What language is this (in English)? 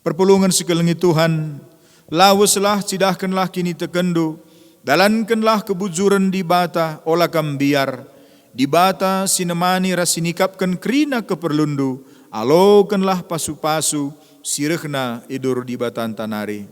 Batak Karo